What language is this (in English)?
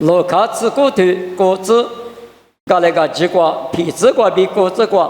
Lisu